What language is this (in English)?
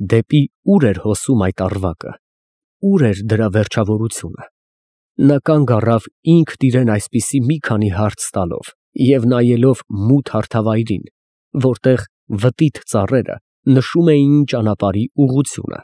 Armenian